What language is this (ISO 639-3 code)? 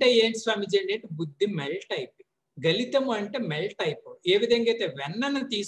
tel